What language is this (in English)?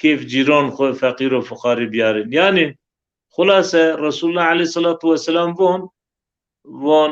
Zaza